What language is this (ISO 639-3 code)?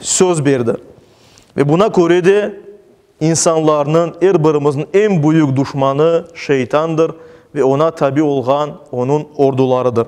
crh